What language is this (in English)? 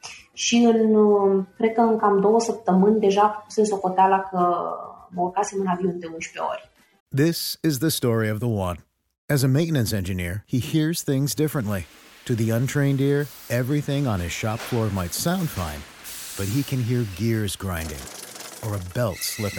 Romanian